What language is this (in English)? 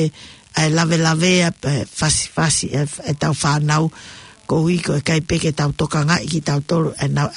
Tongan